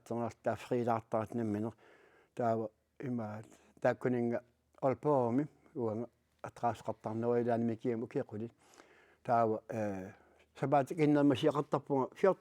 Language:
Kalaallisut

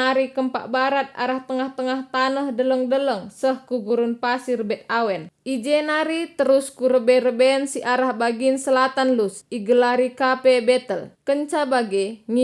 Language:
Batak Karo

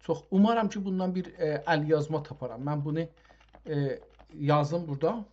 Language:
South Azerbaijani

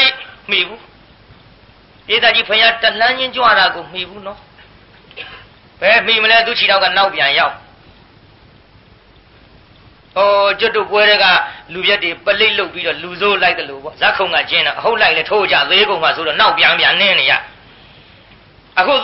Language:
Burmese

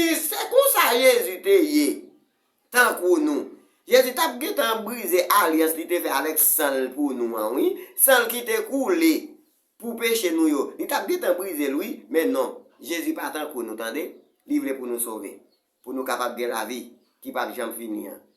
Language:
Haitian Creole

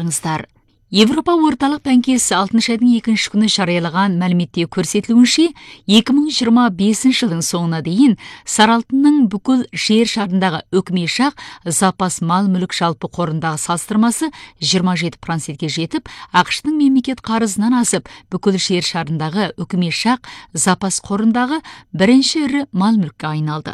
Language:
Kazakh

